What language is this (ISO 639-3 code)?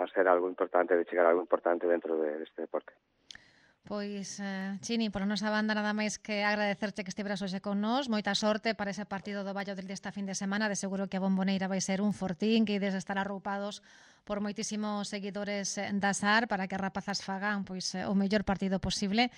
glg